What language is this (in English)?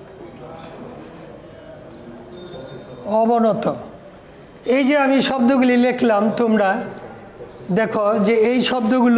Bangla